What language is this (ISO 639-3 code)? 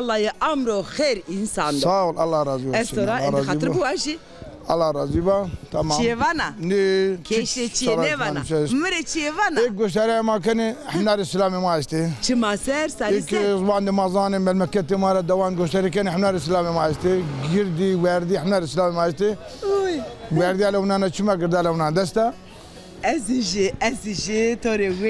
zza